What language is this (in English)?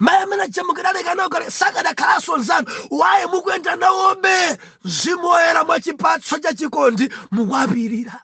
Nyanja